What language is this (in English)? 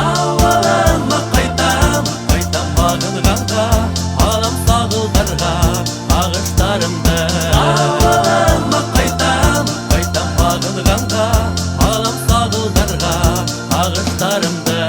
Bashkir